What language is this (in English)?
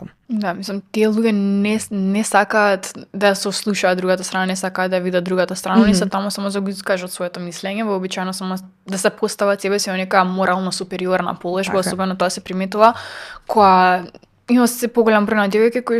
Macedonian